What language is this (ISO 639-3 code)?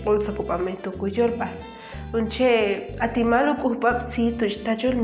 ixl